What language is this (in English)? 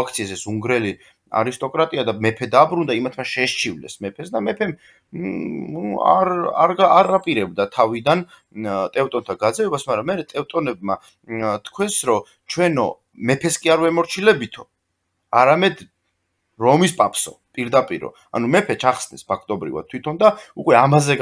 Georgian